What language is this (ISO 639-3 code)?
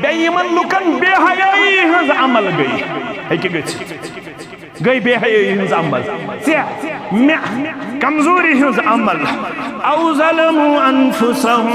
kas